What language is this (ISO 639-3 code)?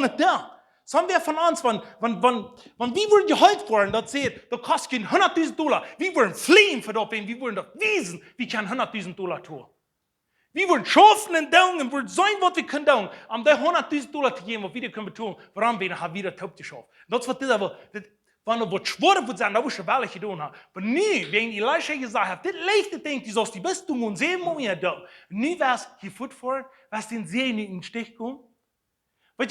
pdt